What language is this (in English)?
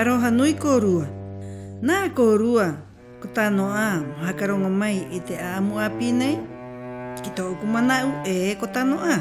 Rapanui